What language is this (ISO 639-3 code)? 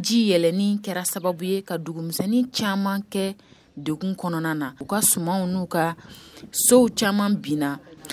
bam